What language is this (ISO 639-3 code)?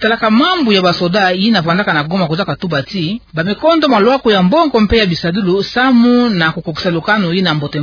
ktu